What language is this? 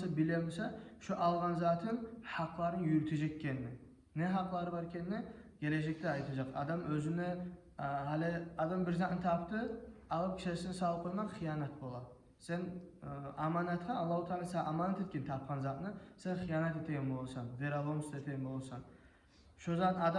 Kumyk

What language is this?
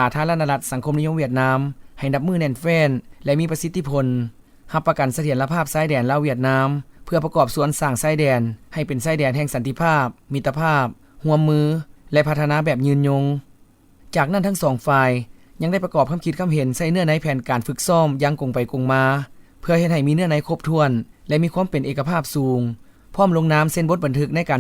Lao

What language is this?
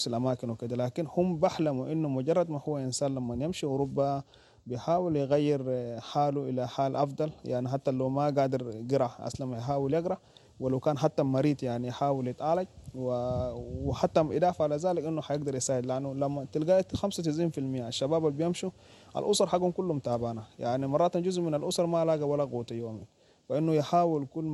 Sudanese Arabic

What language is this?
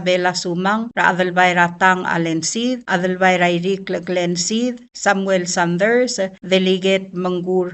Palauan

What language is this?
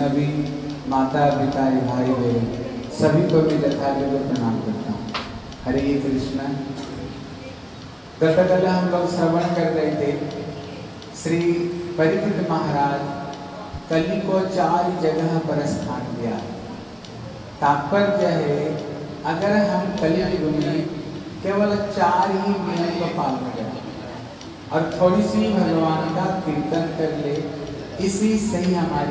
Hindi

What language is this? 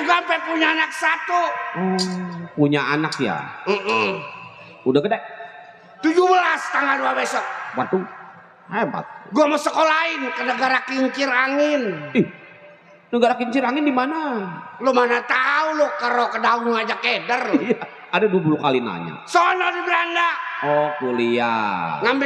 Betawi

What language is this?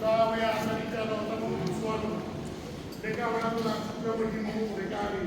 Southern Sotho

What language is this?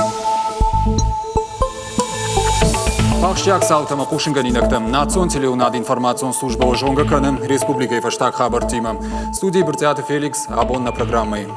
Ossetic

